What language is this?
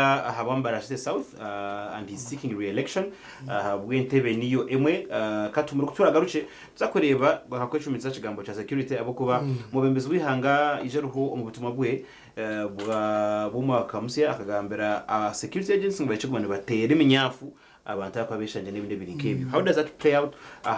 Nyankole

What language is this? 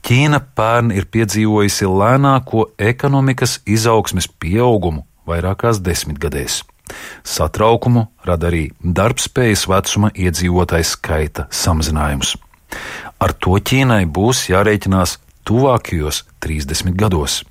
Latvian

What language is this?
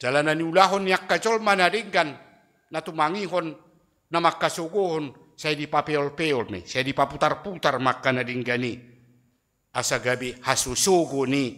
Batak Toba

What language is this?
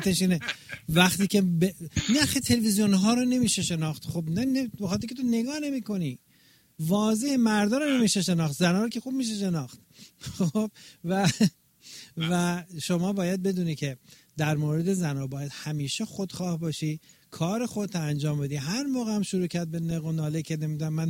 Persian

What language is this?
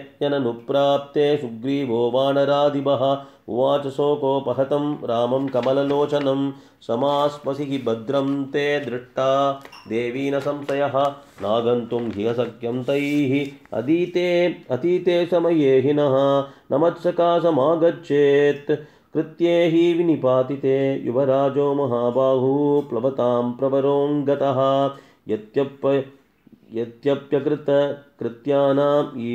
Sanskrit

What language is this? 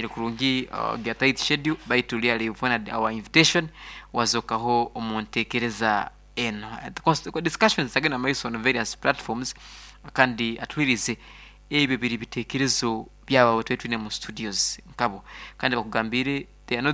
Nyankole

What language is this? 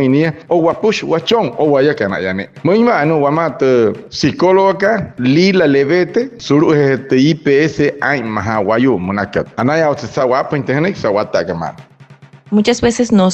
Wayuu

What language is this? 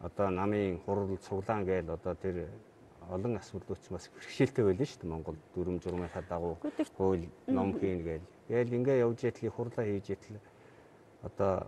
Mongolian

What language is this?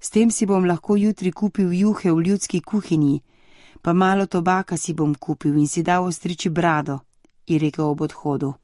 Slovenian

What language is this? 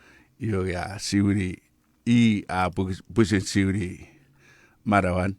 Chuukese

